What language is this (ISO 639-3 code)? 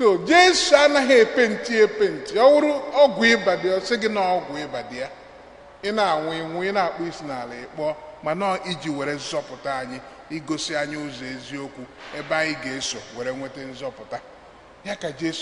ibo